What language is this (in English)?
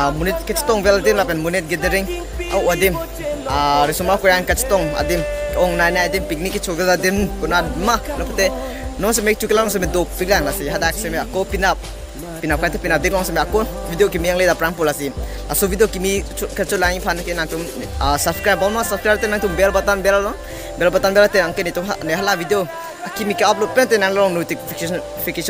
Karbi